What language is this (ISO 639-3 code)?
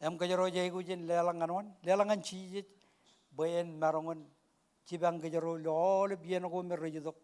mah